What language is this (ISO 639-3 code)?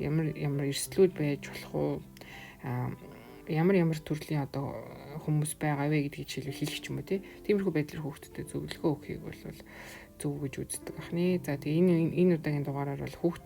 mon